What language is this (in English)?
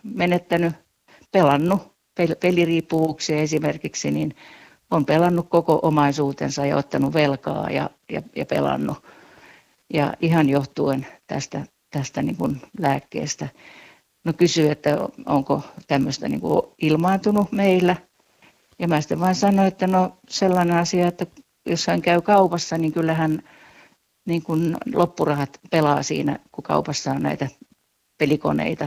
Finnish